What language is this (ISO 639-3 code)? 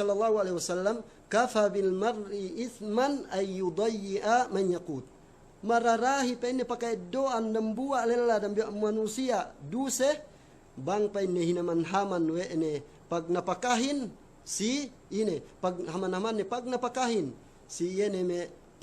yka